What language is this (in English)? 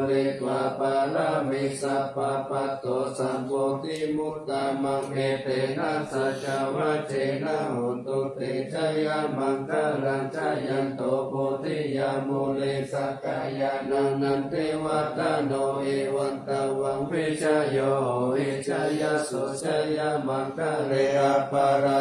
Pali